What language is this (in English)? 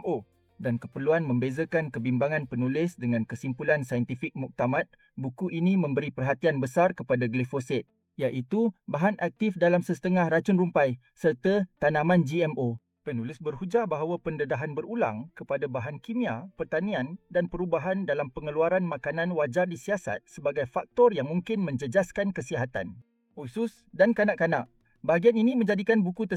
Malay